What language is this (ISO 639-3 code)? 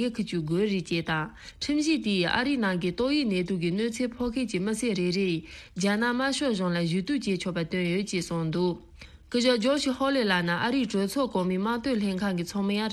bod